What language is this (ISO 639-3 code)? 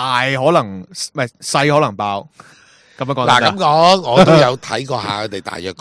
yue